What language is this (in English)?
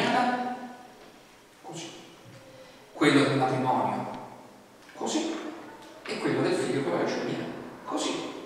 Italian